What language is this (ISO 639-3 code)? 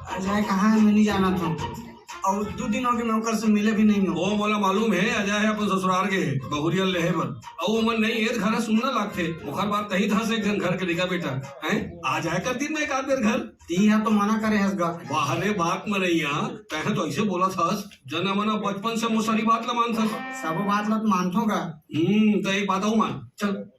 hne